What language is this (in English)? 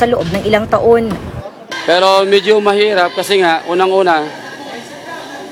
Filipino